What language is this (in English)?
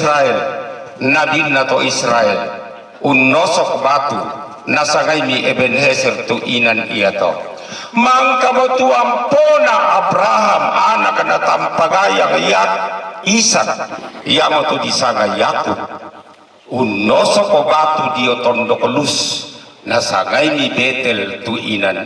Toraja-Sa'dan